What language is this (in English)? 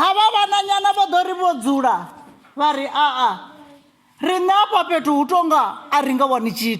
Venda